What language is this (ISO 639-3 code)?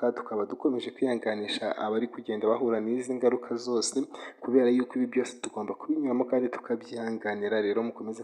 kin